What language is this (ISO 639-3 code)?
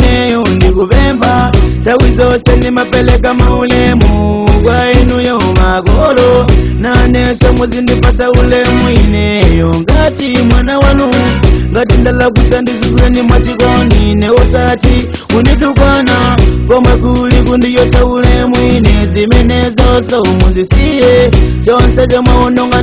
nya